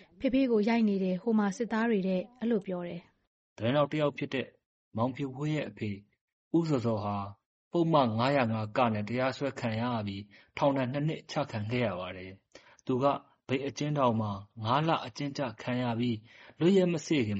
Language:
Burmese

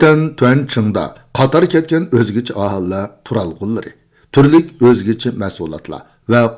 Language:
Uyghur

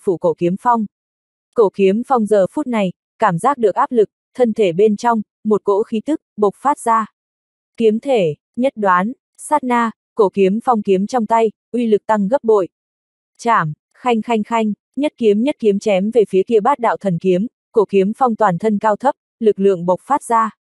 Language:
Vietnamese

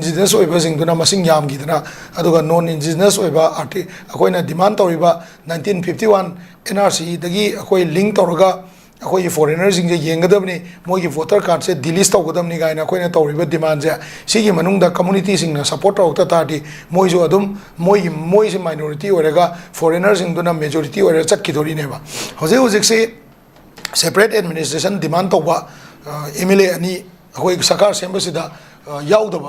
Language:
Manipuri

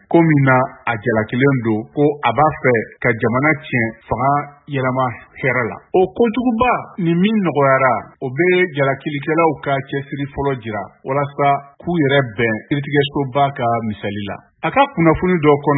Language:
Bambara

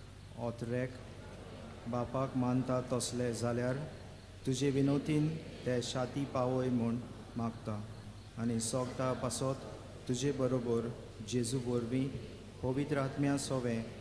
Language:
Konkani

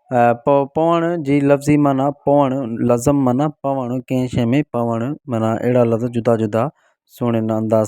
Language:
Sindhi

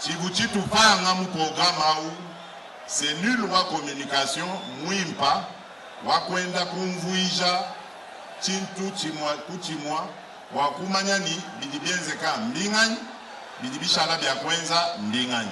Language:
Luba-Lulua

